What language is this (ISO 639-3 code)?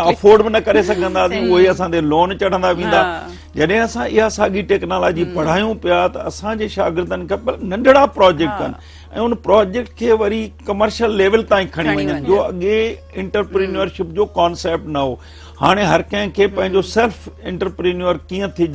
snd